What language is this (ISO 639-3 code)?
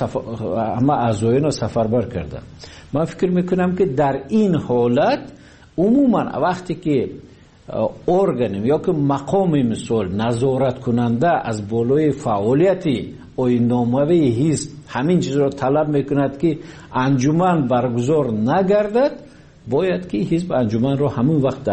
tgk